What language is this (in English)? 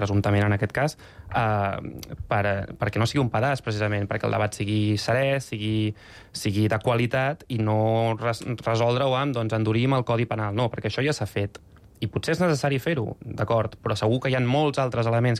Catalan